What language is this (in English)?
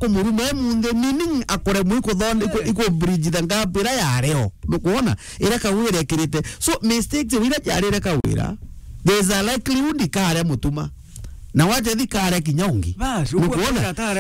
Meru